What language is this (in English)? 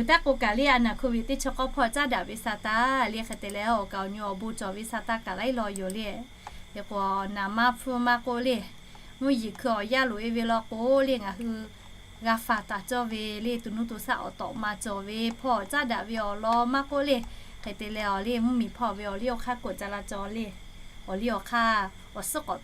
Lahu